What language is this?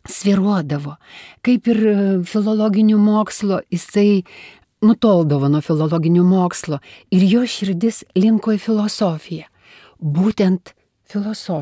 Lithuanian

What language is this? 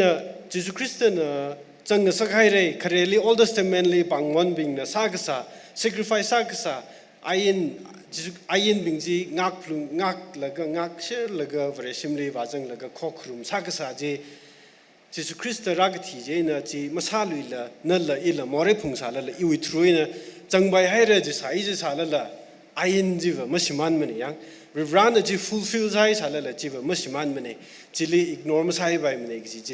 Tangkhul Naga (India)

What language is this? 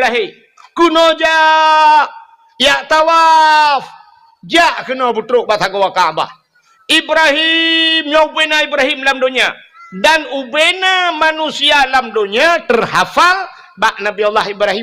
Achinese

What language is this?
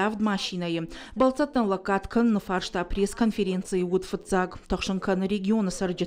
Ossetic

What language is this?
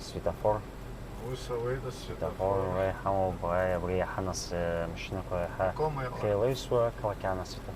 Abkhazian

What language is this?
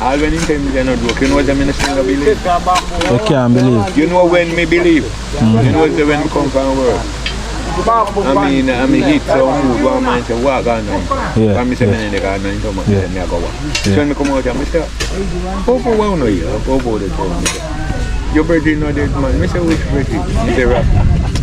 Jamaican Creole English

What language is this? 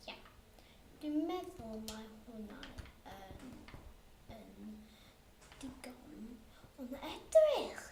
Welsh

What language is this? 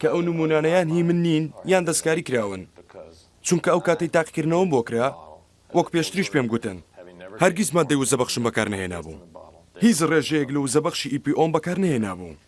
Central Kurdish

